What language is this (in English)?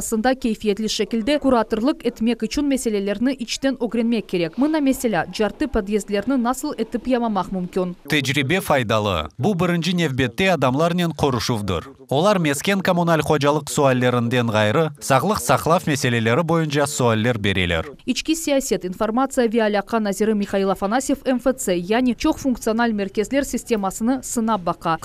Crimean Tatar